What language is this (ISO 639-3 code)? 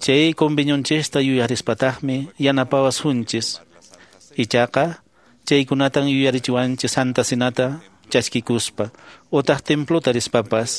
que